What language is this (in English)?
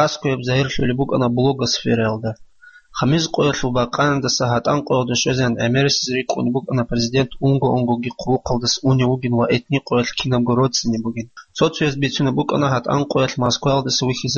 Avaric